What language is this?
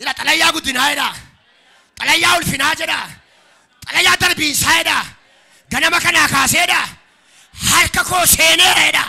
Oromo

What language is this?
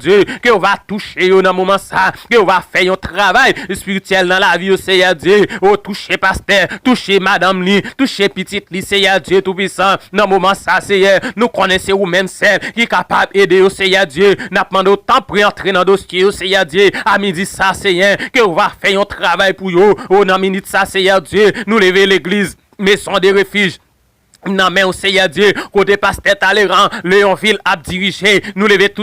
Haitian Creole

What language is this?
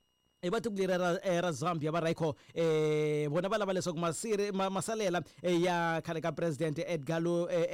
Tsonga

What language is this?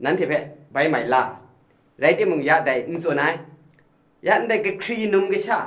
Kachin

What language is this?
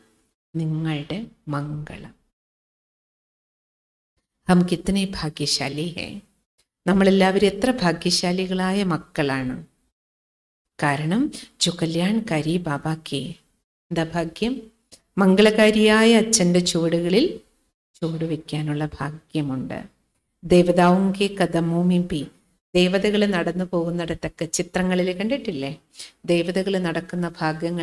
Malayalam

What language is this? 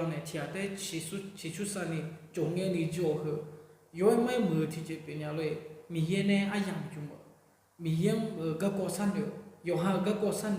Akha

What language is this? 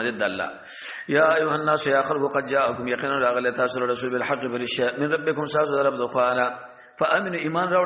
Pashto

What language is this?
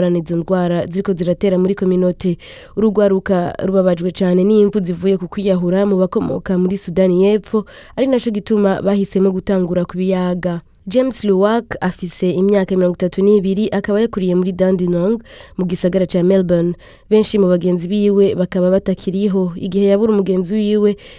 Rundi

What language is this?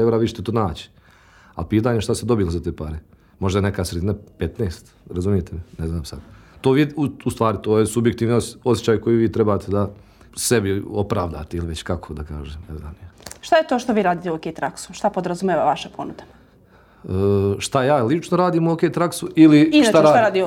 Serbian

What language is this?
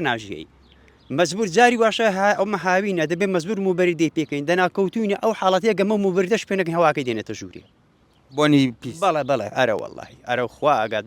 Central Kurdish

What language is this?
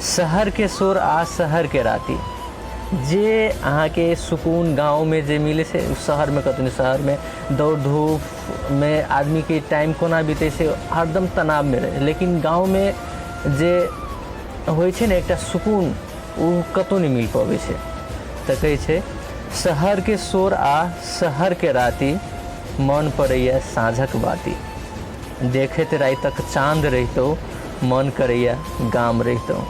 Maithili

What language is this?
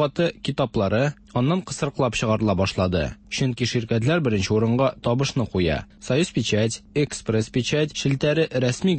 Tatar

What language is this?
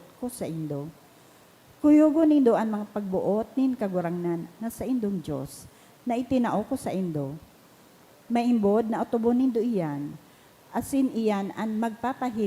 Bikol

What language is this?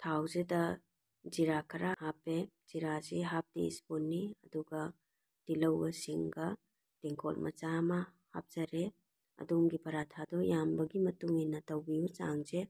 Manipuri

